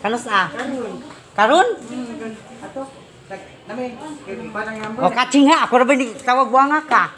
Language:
Cebuano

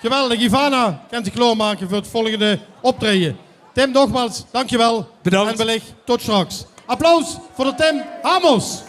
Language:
Limburgish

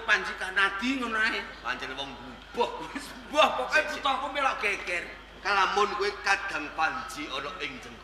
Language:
Javanese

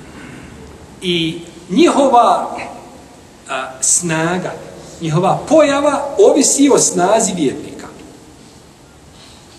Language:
Bosnian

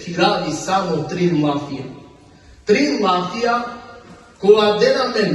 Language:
Balkan Romani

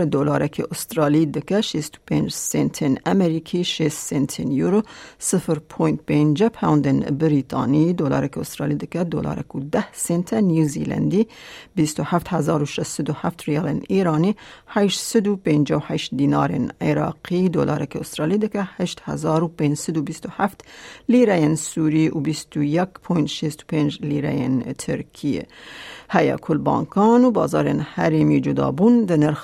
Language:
Kurdish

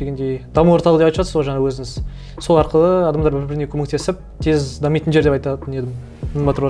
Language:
Kazakh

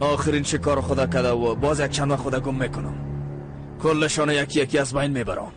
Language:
Persian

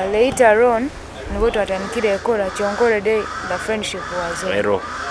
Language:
Nyoro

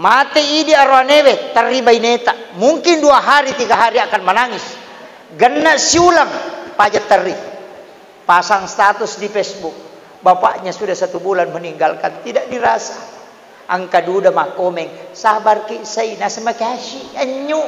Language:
Buginese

